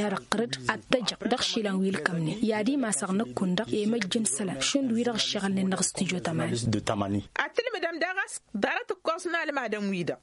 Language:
Tamasheq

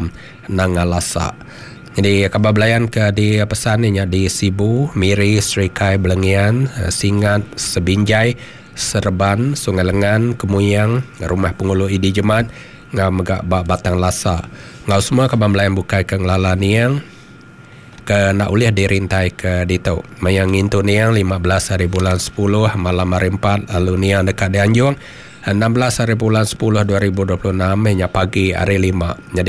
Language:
Iban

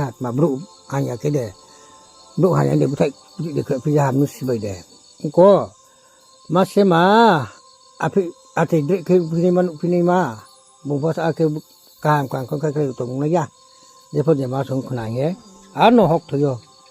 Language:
Riang (India)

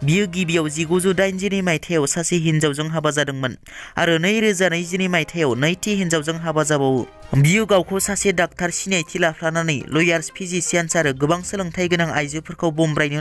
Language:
Bodo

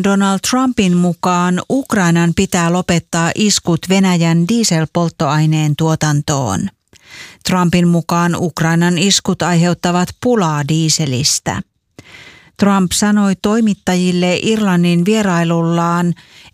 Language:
Finnish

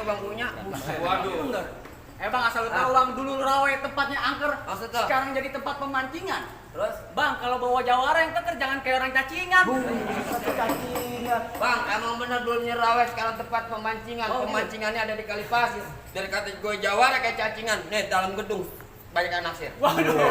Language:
Betawi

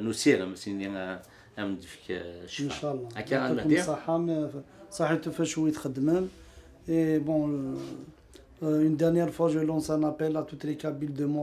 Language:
Kabyle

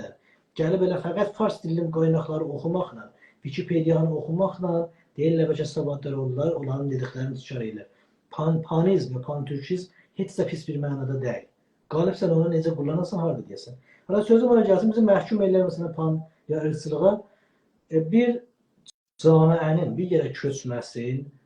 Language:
South Azerbaijani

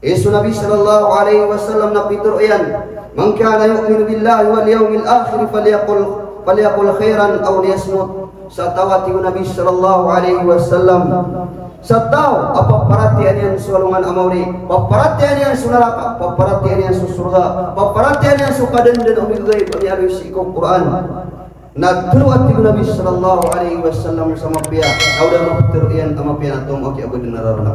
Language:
Maranao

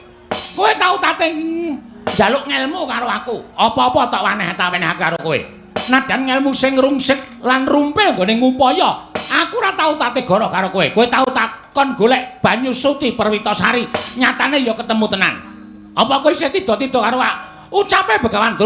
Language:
Javanese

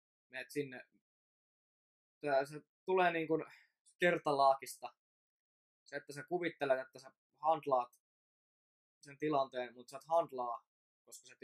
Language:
Finnish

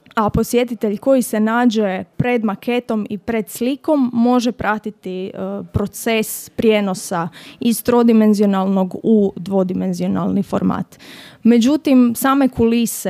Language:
Croatian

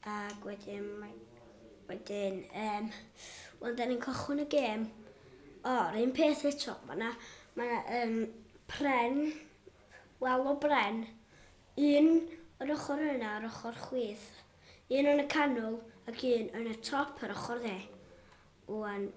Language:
Welsh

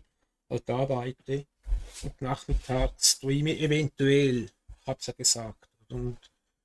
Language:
Swiss German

